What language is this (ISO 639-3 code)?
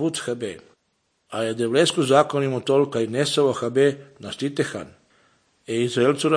slv